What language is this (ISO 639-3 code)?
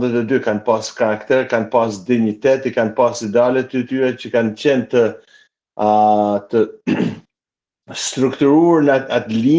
sqi